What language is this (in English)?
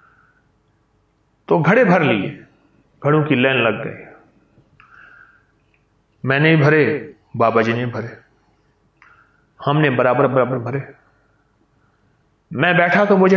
Urdu